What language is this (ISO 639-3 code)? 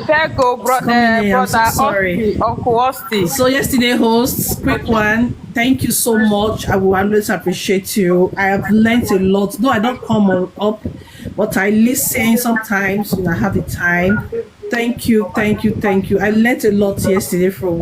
pcm